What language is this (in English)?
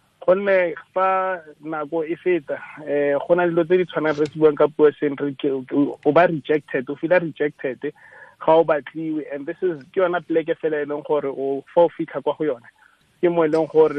Tswana